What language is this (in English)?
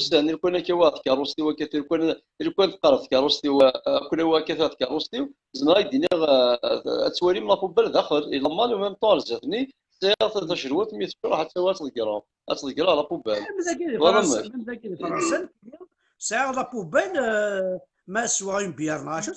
Kabyle